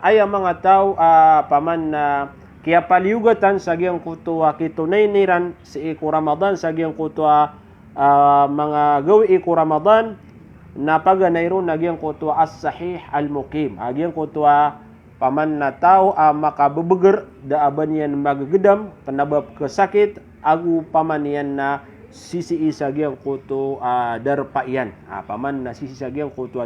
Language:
Maranao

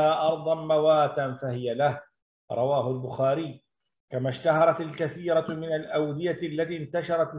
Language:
Arabic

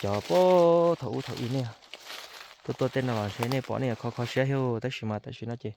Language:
Hmong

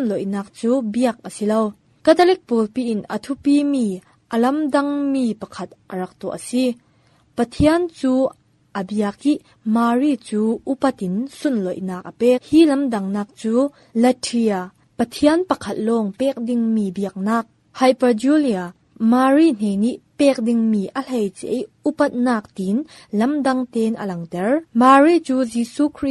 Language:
Falam Chin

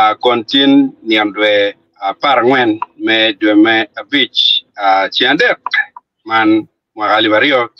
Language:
Acoli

